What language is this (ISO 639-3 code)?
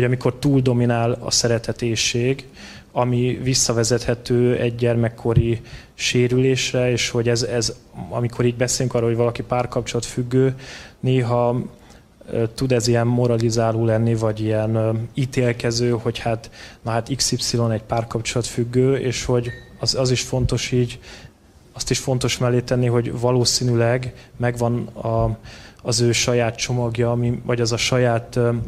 hun